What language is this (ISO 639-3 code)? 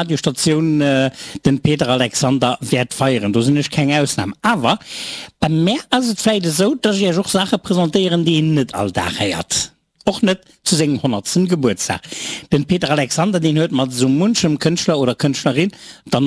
ltz